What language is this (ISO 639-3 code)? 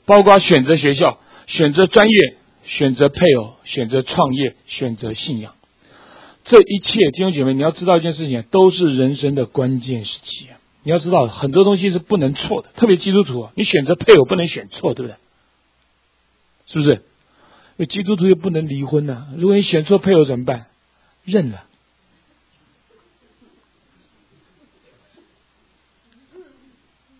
zho